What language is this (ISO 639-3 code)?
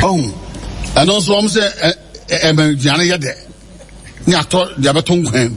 aka